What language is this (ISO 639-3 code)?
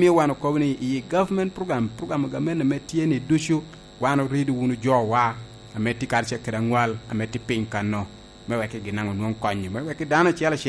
laj